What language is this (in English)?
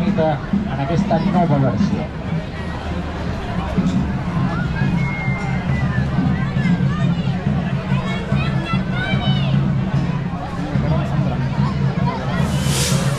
Catalan